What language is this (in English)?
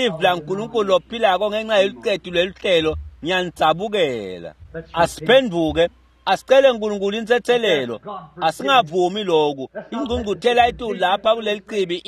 Swati